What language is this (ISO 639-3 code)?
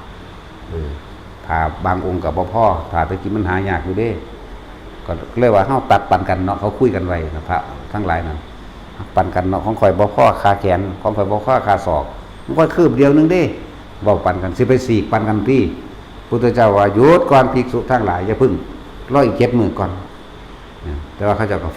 lao